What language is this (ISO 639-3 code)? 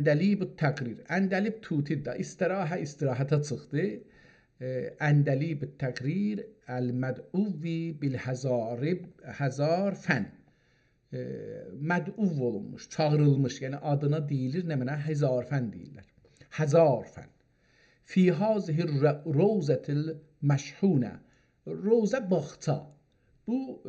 azb